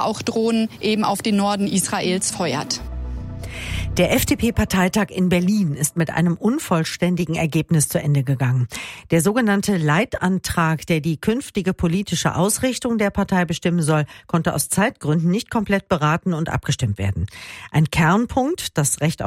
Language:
German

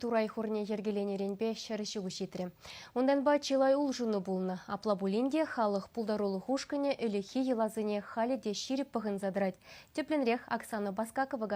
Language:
Chuvash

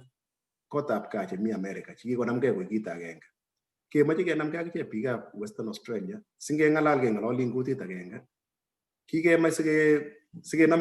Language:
Kalenjin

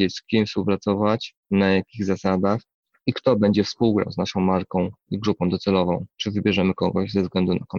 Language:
Polish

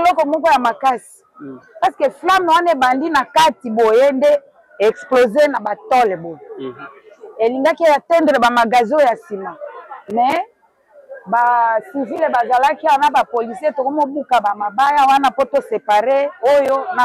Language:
Lingala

